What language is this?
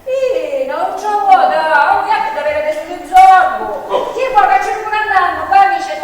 Sicilian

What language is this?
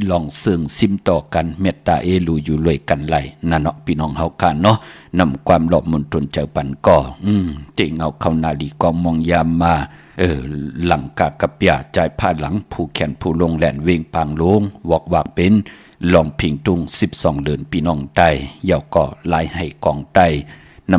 Shan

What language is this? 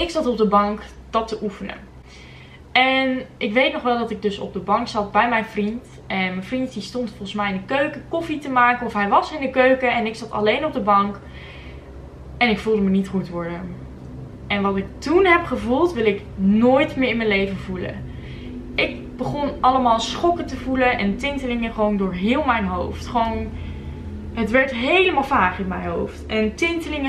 Dutch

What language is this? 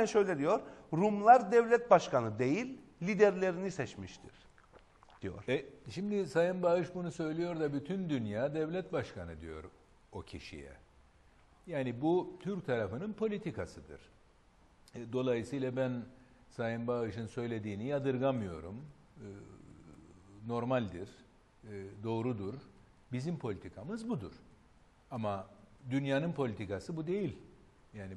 Turkish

